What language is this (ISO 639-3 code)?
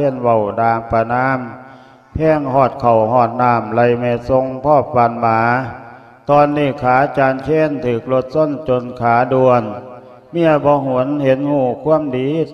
lao